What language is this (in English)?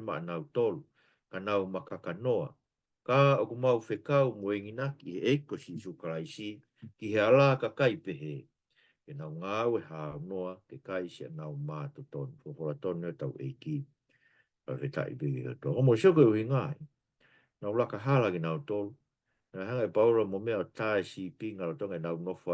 Tongan